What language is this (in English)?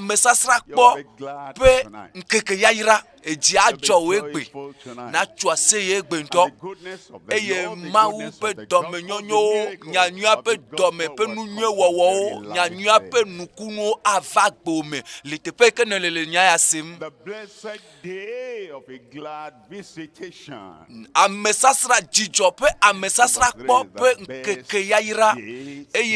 Ewe